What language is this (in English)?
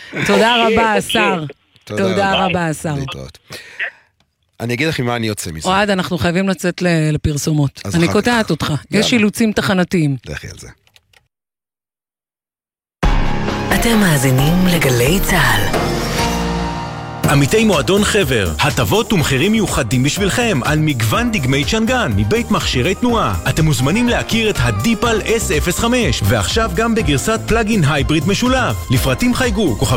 Hebrew